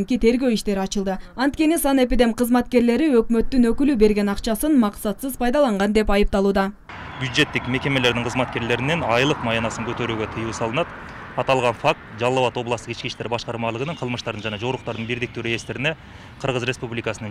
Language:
Kyrgyz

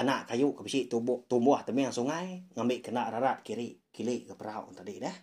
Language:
Iban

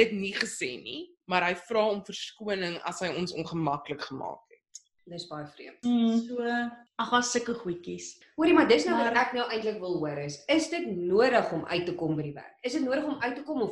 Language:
Afrikaans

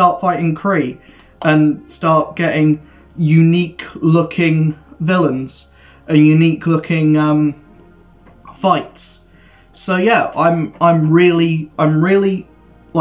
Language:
English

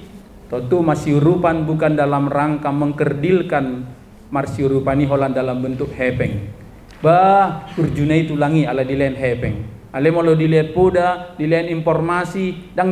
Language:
Batak Toba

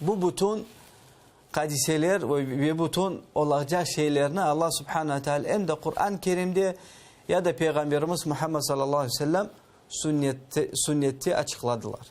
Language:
Crimean Tatar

